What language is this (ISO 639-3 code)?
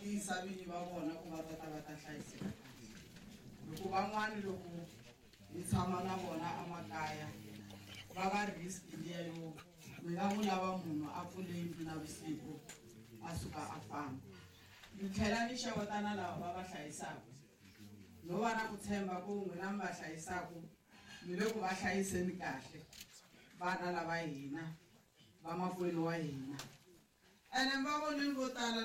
tso